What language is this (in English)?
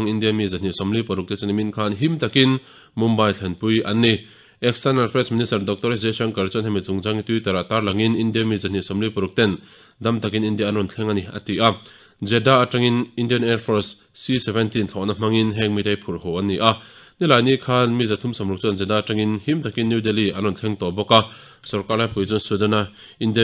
Mizo